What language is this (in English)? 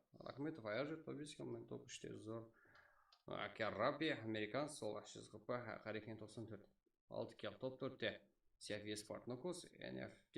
Kara-Kalpak